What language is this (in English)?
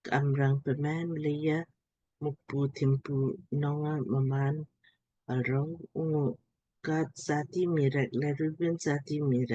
Lamkang